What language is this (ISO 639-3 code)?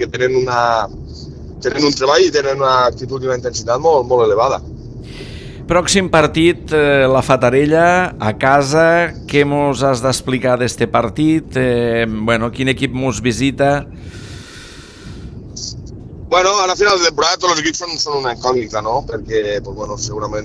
cat